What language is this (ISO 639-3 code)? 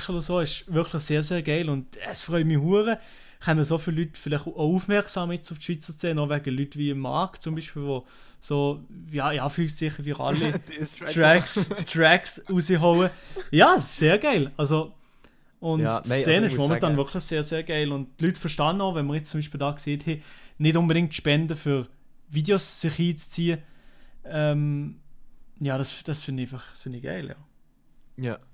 gsw